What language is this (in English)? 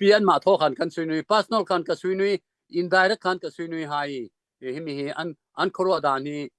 Hakha Chin